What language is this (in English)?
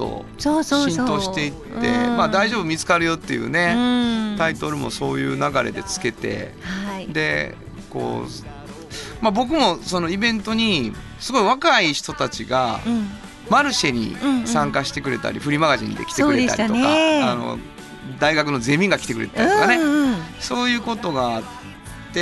Japanese